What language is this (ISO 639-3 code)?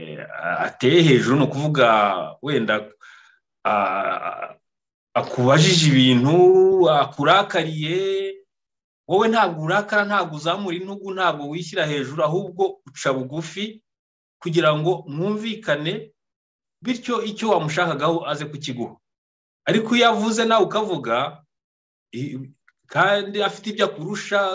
kin